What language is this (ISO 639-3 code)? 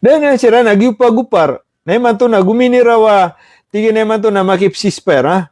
mrw